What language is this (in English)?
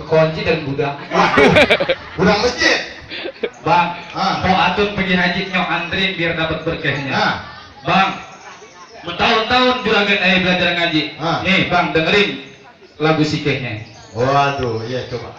Betawi